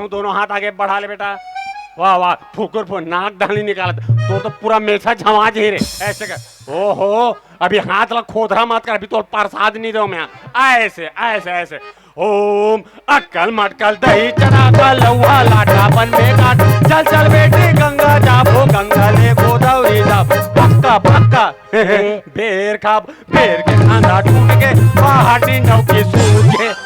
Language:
Chhattisgarhi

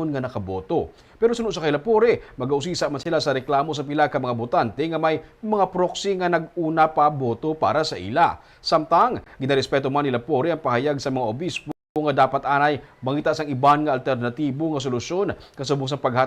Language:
Hiligaynon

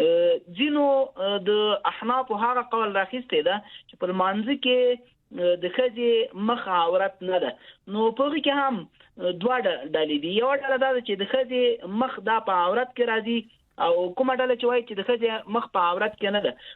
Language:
Pashto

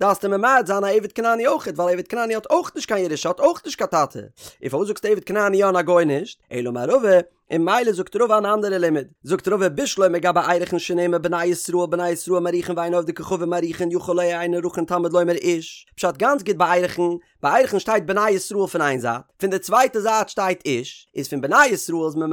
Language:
Yiddish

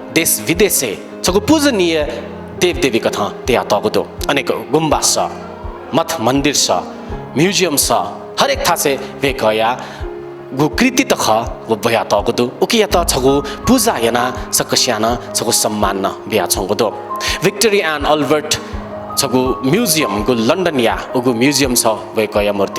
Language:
Newari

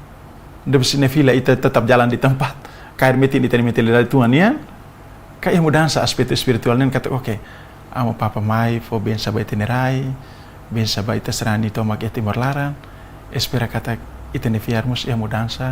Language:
Tetum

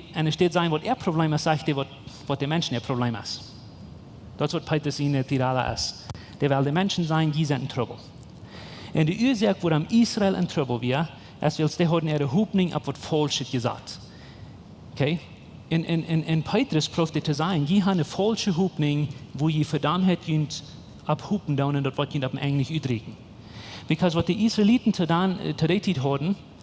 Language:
Plautdietsch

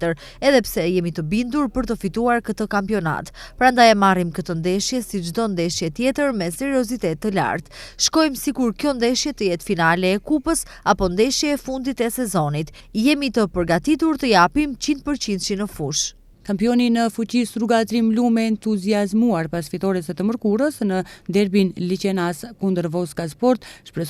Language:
Albanian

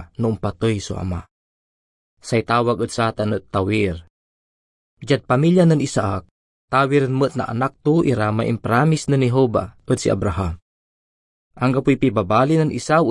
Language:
Pangasinan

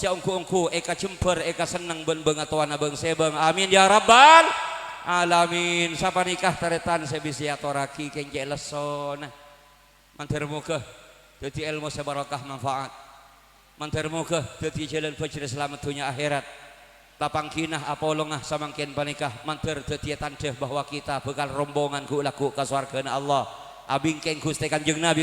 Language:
Madurese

